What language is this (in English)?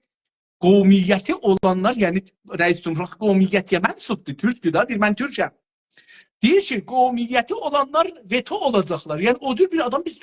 South Azerbaijani